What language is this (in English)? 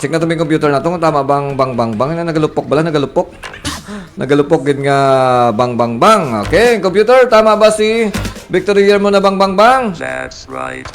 Hiligaynon